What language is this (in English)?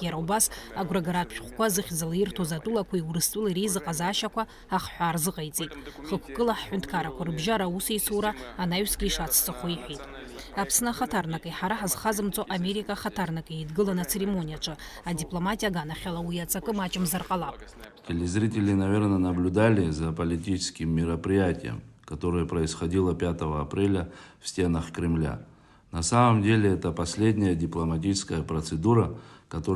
Abkhazian